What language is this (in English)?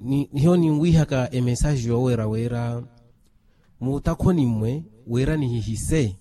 Makhuwa